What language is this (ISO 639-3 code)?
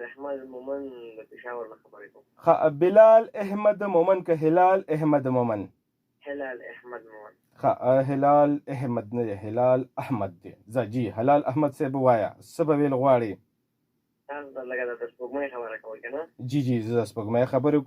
pus